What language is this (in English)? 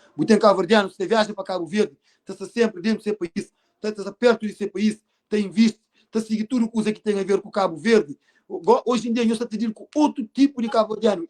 Kabuverdianu